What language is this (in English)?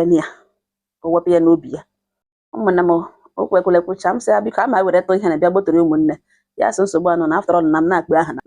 Igbo